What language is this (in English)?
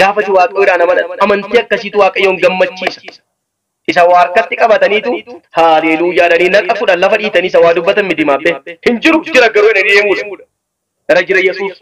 Oromo